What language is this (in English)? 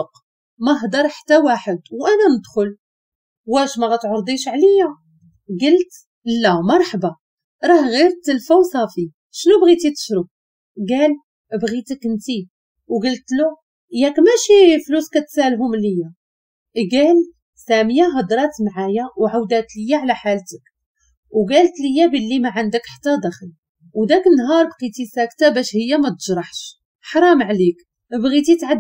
Moroccan Arabic